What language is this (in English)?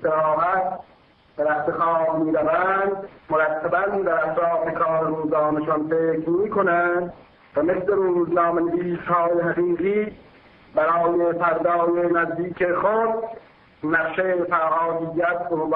Persian